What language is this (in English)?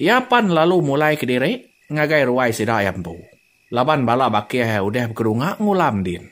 Iban